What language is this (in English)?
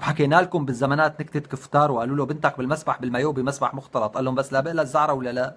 North Levantine Arabic